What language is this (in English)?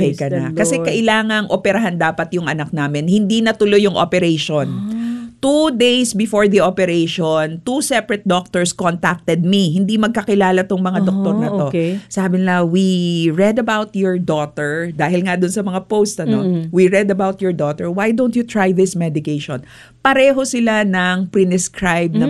Filipino